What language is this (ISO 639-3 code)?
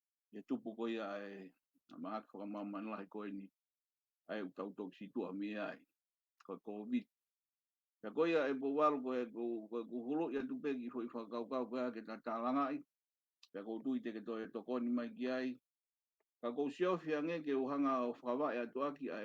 ton